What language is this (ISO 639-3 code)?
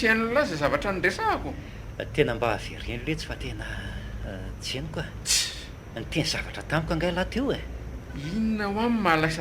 mlg